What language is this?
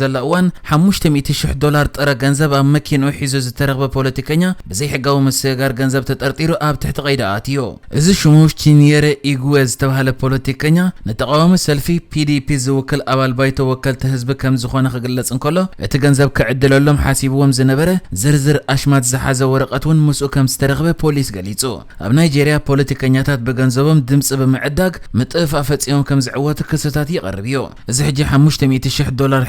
Tigrinya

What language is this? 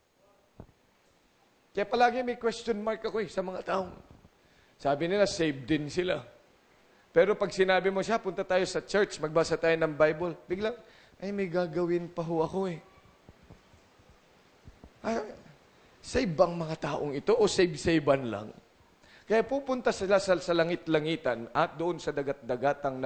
Filipino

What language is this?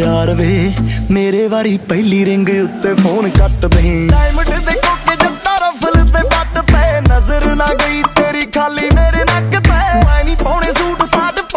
Punjabi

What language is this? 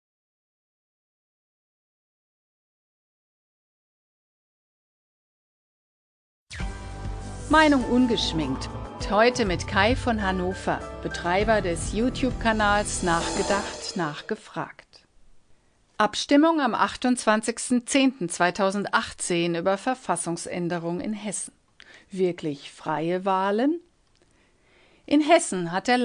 German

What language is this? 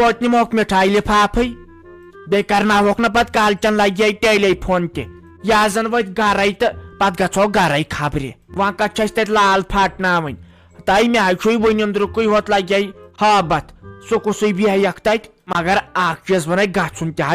Kashmiri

